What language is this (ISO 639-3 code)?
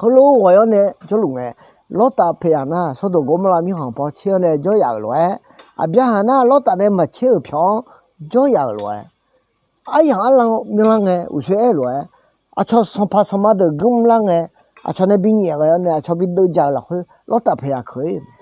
ahk